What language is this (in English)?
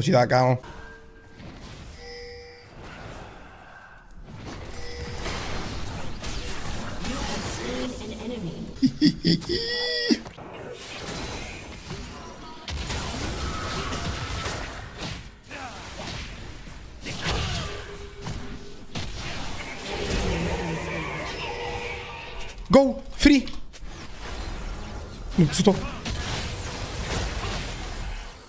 Czech